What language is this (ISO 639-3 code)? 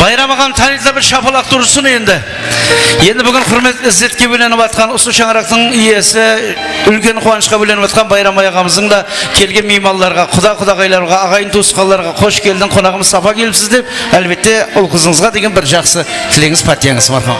kaa